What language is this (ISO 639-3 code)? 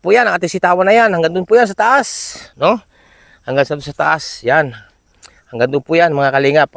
fil